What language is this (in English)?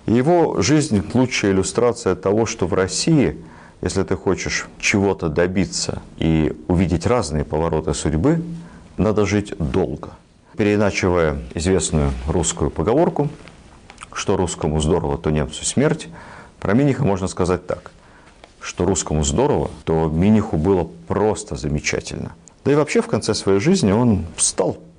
Russian